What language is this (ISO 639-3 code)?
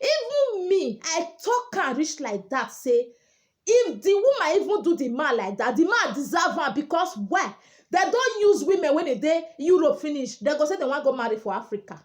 pcm